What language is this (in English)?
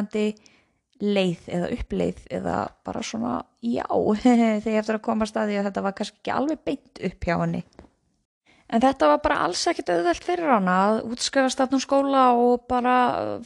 Icelandic